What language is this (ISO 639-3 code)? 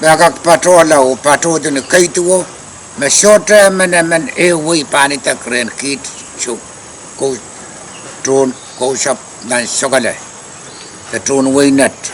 pon